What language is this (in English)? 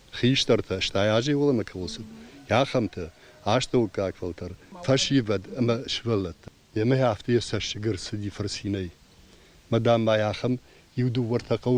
Ossetic